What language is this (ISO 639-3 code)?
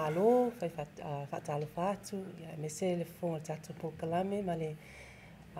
smo